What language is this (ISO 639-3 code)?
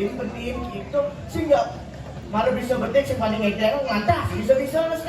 ban